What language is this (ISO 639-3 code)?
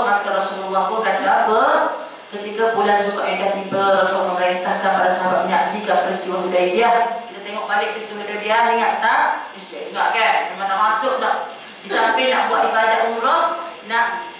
msa